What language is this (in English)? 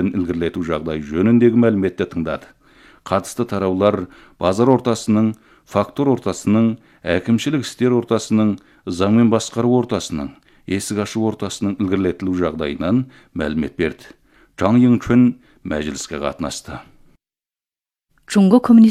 Kazakh